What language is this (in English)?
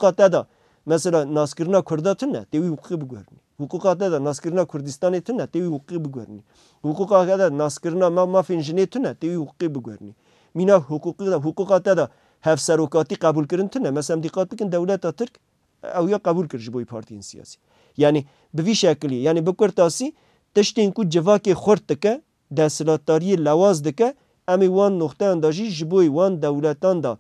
Kurdish